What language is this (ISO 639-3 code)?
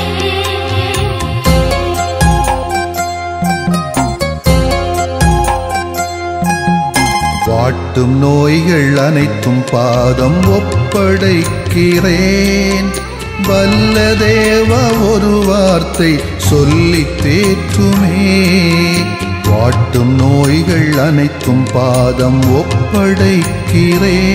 tam